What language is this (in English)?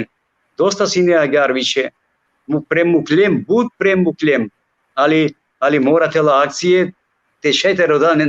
Balkan Romani